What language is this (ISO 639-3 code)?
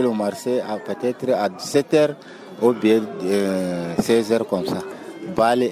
fuv